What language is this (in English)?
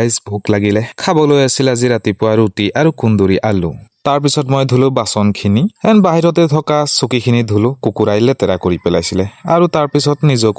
Assamese